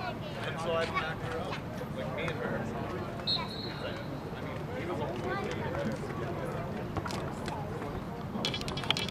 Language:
English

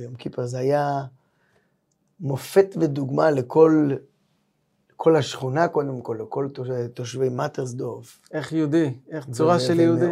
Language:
Hebrew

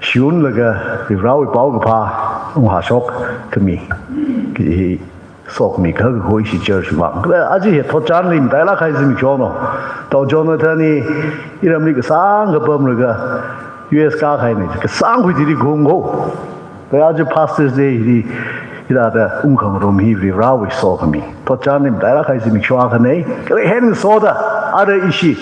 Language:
Tangkhul Naga (India)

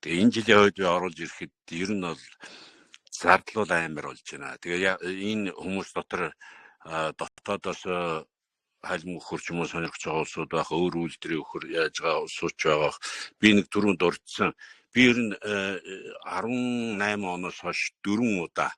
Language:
Mongolian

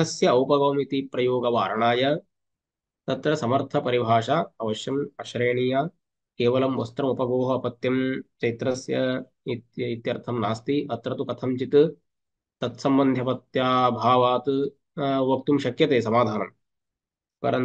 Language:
Sanskrit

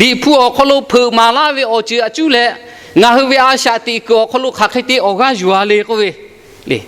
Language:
Lahu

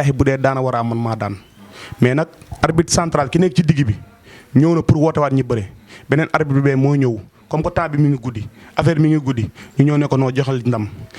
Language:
Wolof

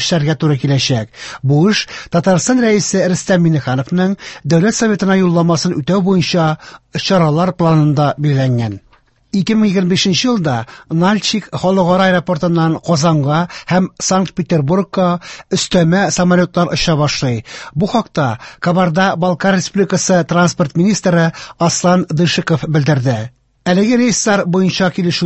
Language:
Tatar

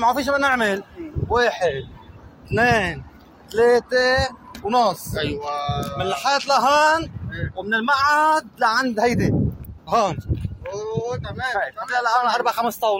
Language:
North Levantine Arabic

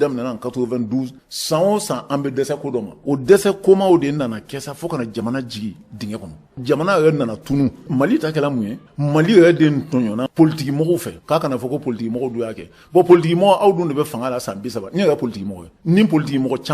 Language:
Bambara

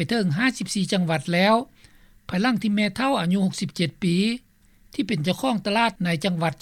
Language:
Lao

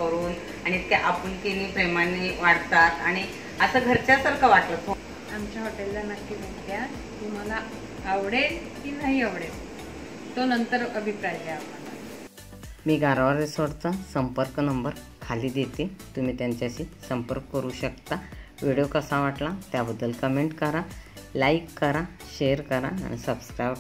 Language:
Marathi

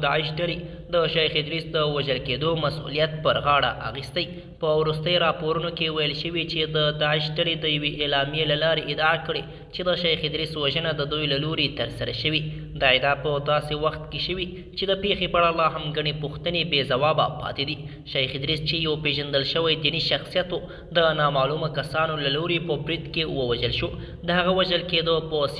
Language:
Pashto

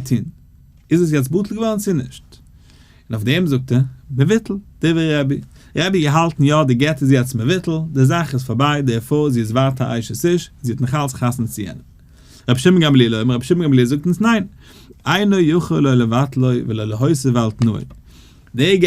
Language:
Yiddish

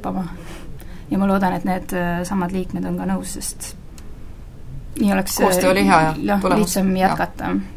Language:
Estonian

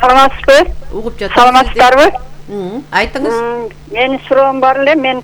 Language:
Kyrgyz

